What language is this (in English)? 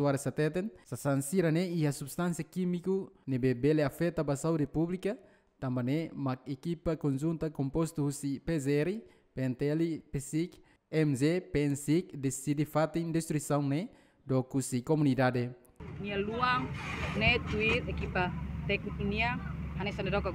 Tetum